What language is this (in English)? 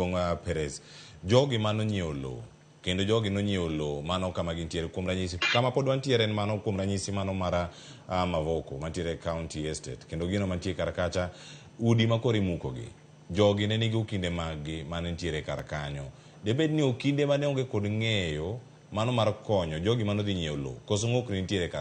Luo (Kenya and Tanzania)